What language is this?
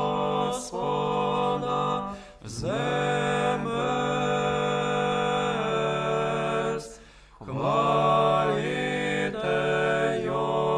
Ukrainian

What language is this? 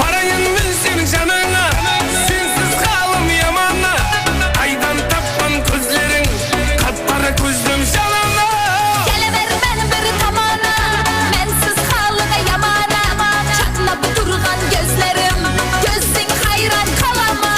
Kara-Kalpak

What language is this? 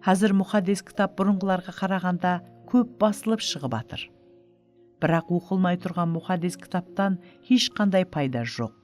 Kara-Kalpak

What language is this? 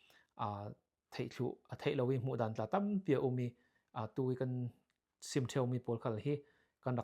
Falam Chin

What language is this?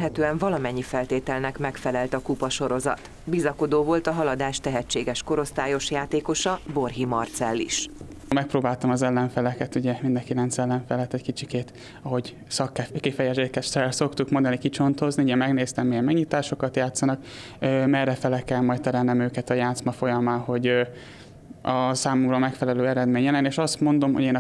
Hungarian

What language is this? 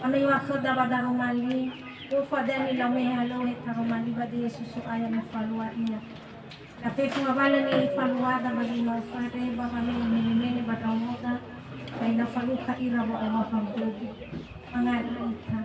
Nias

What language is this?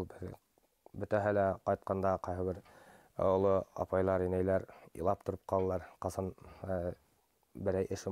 Bashkir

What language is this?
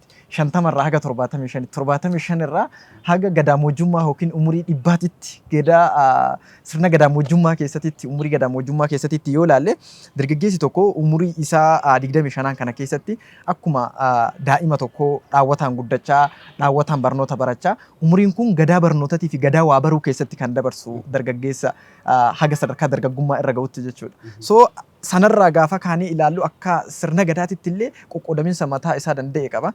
Oromo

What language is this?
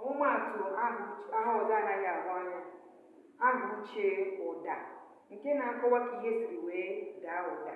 Igbo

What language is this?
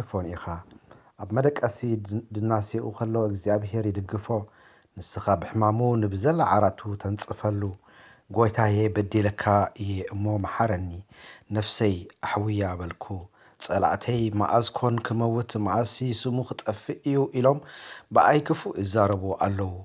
Tigrinya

